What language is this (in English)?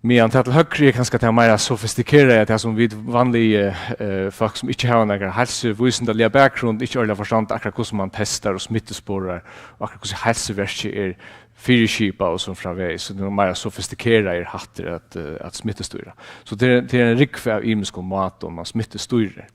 Faroese